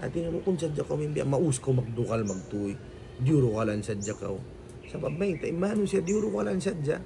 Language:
Tausug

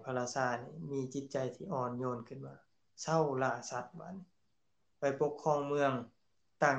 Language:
Lao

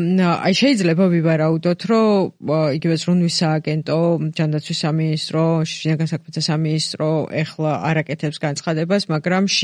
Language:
Georgian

